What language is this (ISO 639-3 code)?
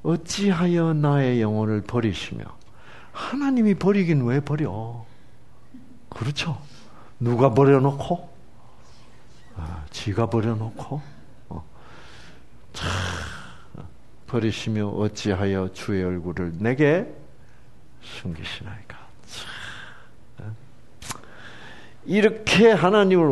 kor